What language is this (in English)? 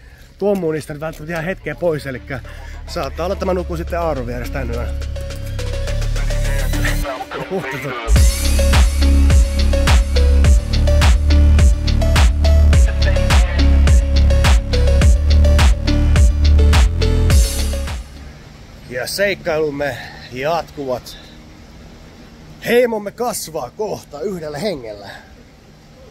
Finnish